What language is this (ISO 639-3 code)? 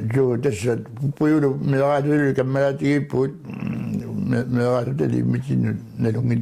kal